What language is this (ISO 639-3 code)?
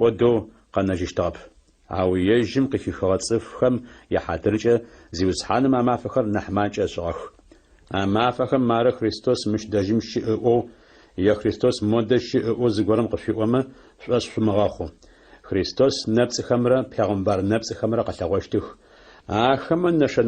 ady